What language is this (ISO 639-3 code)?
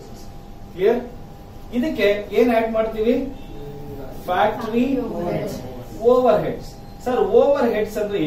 kan